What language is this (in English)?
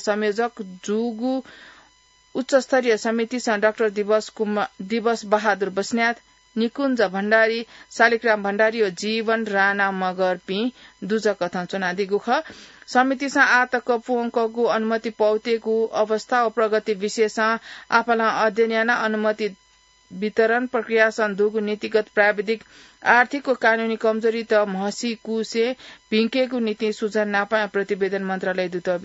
Newari